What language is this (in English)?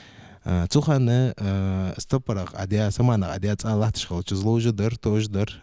Ingush